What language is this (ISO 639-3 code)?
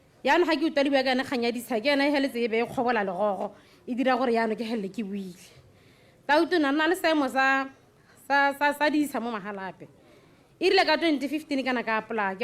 tsn